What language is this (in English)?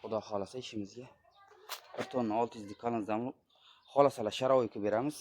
Uzbek